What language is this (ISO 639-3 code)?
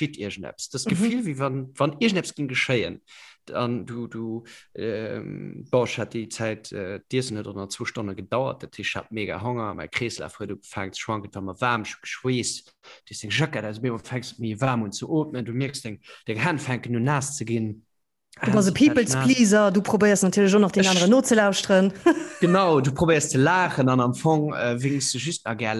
ltz